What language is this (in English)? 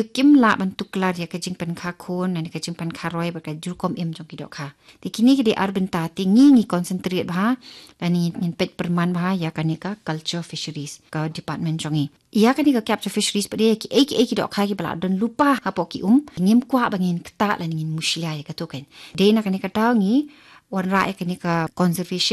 Khasi